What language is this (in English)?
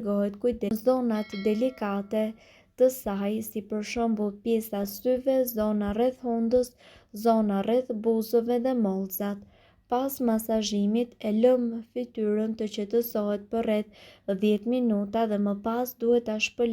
Albanian